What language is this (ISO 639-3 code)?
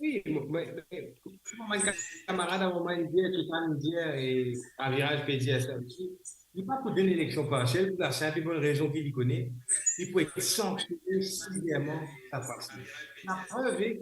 mfe